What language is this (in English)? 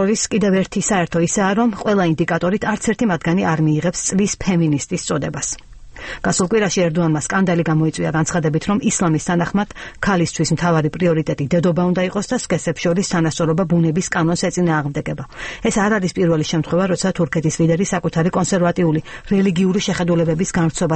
Georgian